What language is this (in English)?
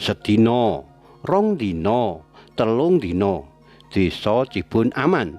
Javanese